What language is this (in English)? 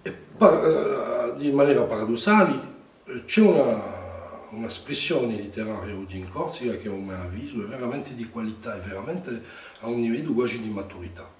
Corsican